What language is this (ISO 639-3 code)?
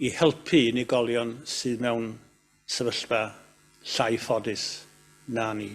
cym